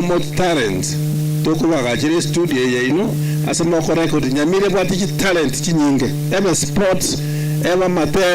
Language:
Gusii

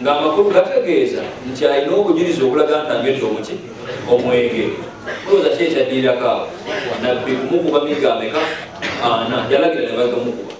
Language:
Ganda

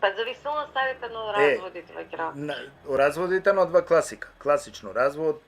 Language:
Balkan Romani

